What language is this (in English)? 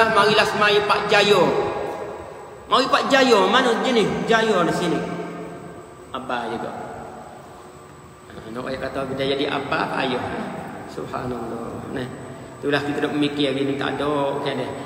Malay